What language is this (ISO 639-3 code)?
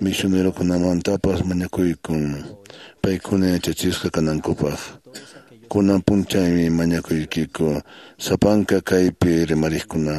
que